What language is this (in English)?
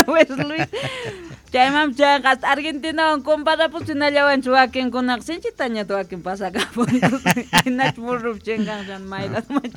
South Bolivian Quechua